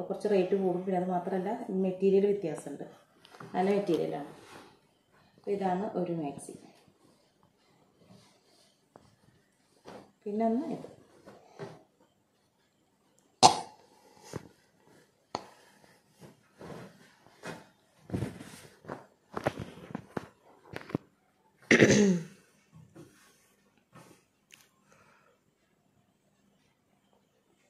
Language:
Malayalam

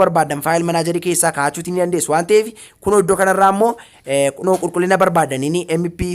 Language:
Oromo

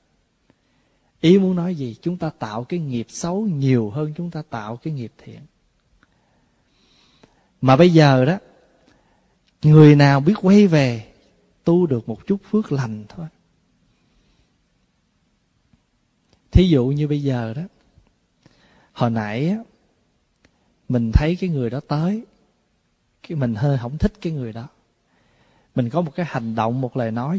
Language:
Vietnamese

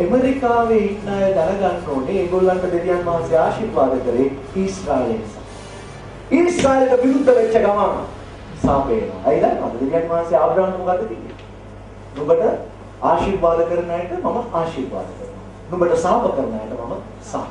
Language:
Sinhala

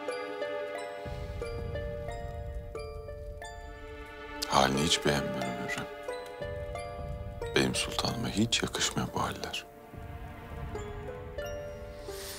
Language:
Turkish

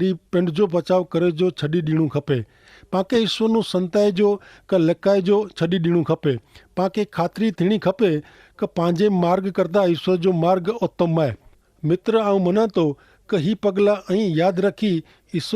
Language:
Kachhi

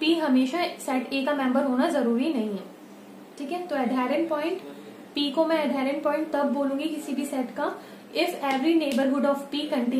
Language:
Hindi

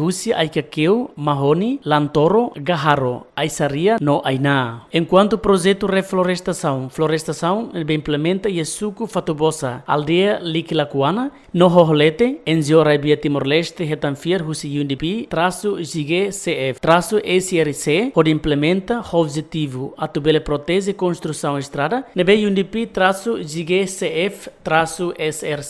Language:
Tetum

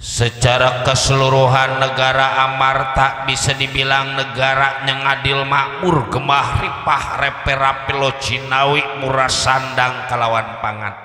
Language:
Betawi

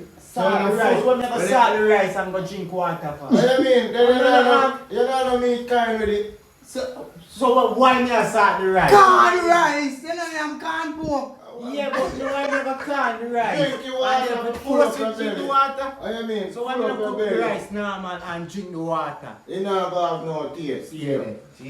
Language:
Jamaican Creole English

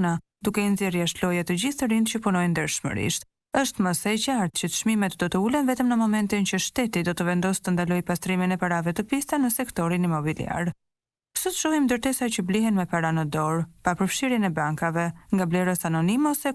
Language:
Albanian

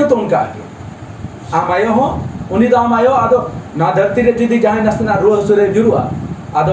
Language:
Santali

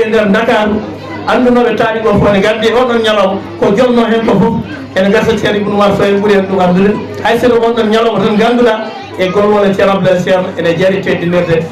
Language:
Fula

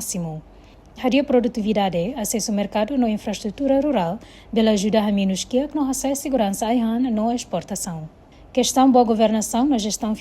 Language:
Tetum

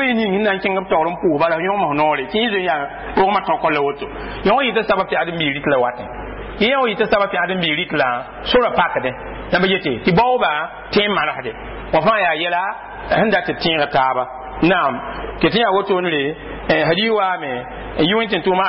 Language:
Mossi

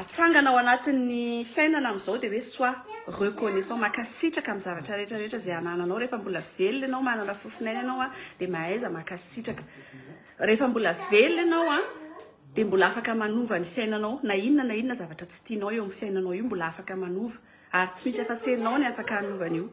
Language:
Malagasy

